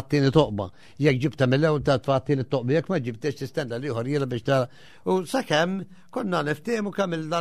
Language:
Maltese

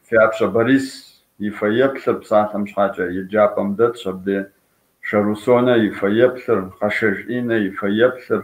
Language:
Kabardian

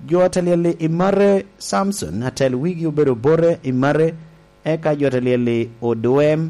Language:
Lango (Uganda)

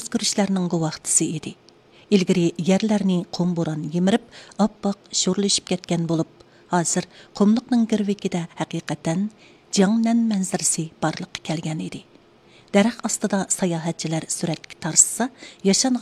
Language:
Uyghur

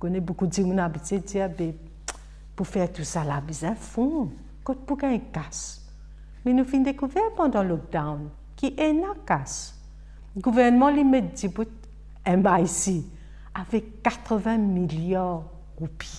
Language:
Morisyen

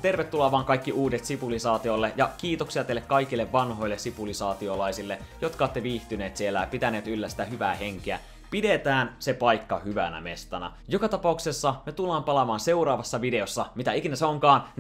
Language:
Finnish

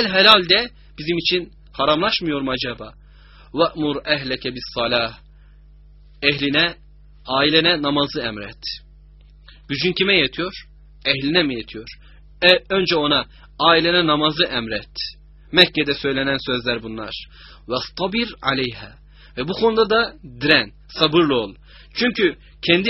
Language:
Turkish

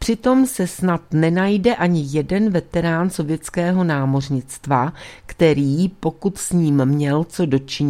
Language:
Czech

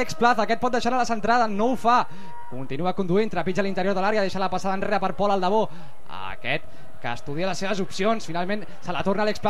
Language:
Catalan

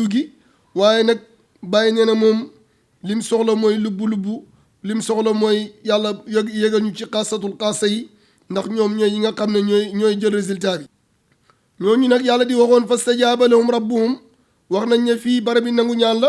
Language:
Wolof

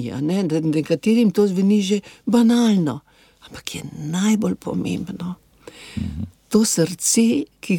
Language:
Slovenian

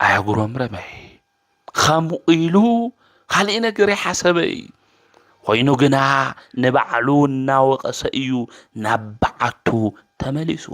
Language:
Tigrinya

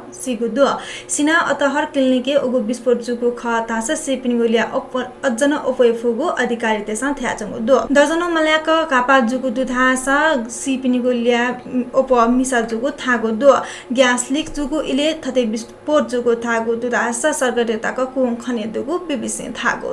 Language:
Newari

